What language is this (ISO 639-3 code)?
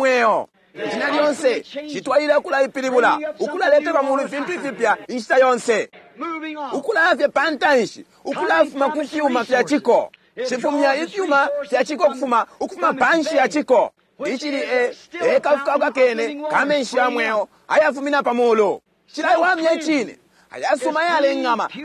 bem